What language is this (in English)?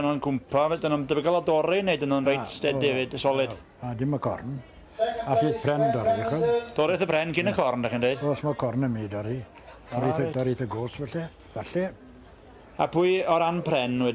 Welsh